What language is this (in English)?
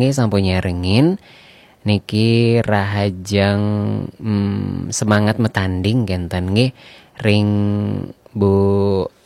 Balinese